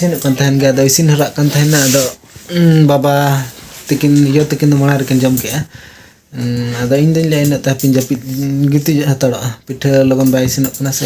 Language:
Santali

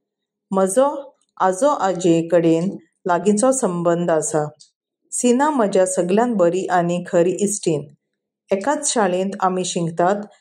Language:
Konkani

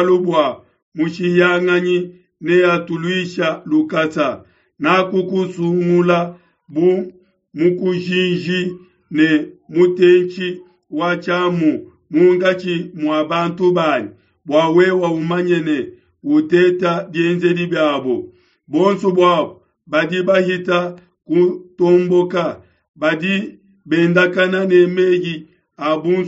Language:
Luba-Lulua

